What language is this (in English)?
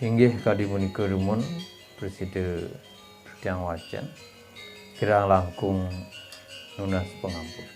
Balinese